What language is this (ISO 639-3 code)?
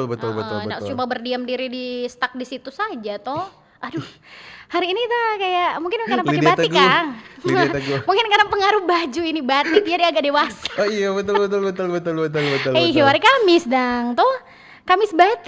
xmm